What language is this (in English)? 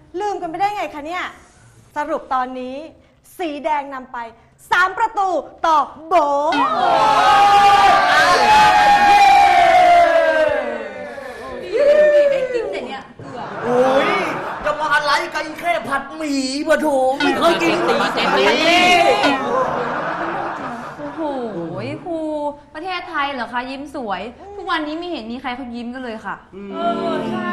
Thai